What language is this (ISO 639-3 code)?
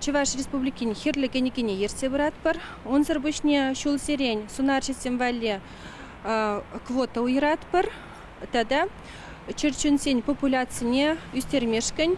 chv